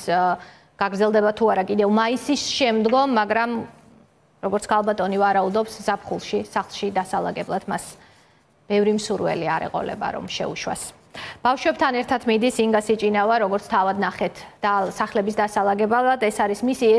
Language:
Georgian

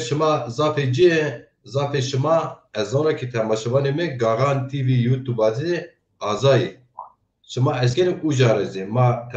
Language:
Zaza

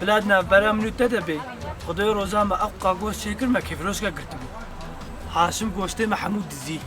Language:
Kurdish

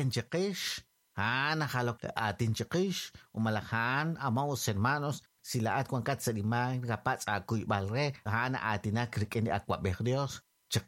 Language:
Kekchí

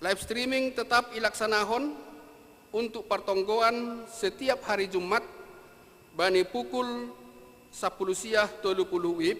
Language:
Batak Simalungun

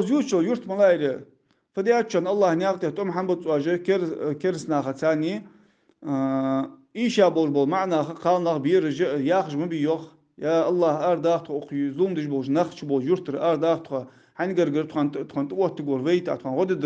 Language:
Ingush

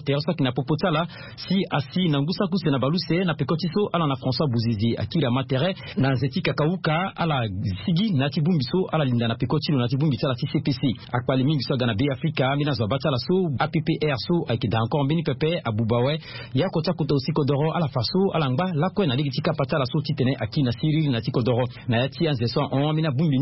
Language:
Sango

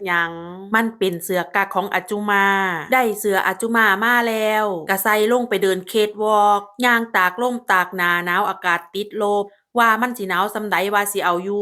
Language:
Northeastern Thai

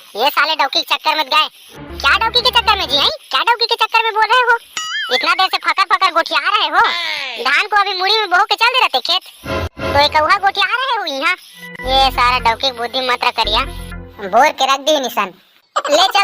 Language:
Chhattisgarhi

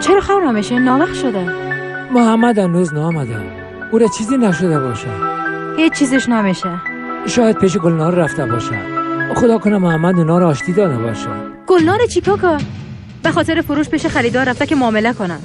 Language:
Persian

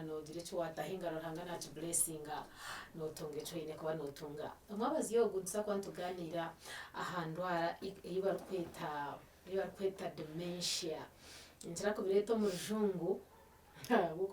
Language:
Nyankole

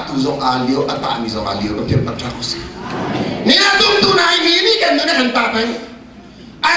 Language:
Hakha Chin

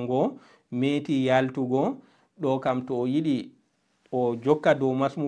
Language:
Fula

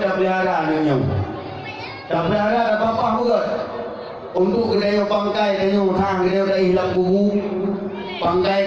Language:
Achinese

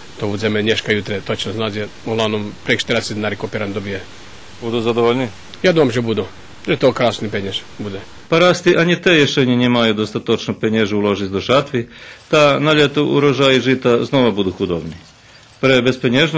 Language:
Rusyn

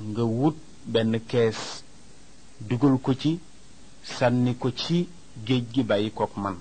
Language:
Wolof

